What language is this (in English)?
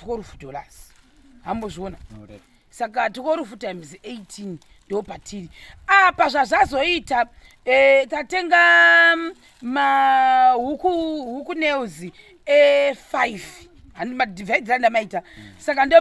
Shona